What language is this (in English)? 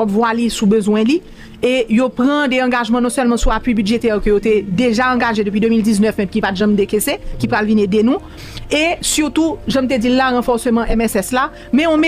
Haitian Creole